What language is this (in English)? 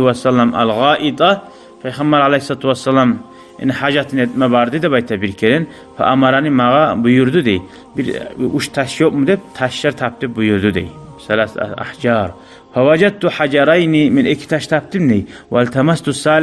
Kumyk